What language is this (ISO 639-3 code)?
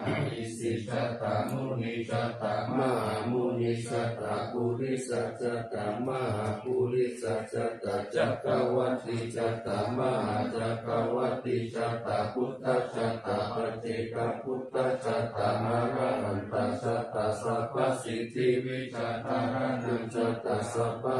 pli